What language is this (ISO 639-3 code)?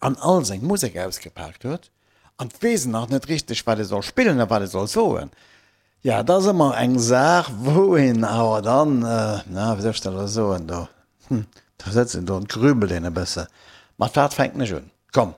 ltz